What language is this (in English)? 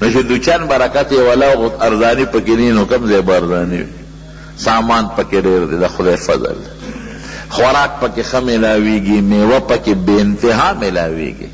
Pashto